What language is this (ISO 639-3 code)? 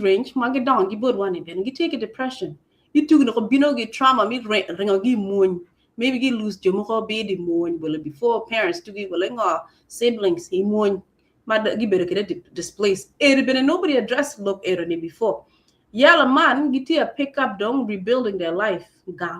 ach